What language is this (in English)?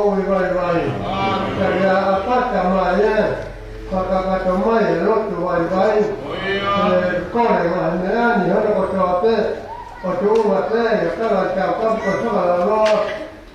Tongan